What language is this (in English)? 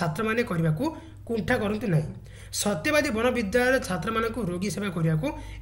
Odia